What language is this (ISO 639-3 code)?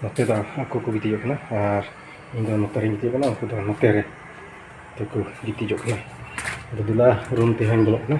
sat